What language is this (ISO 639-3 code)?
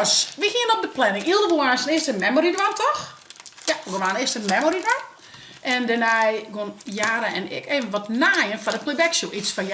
fry